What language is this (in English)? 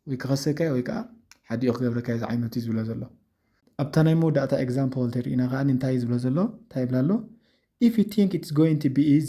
Tigrinya